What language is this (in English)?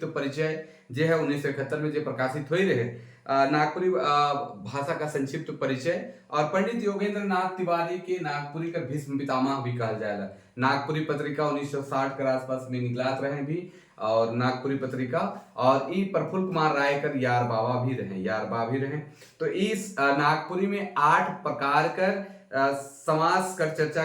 Sadri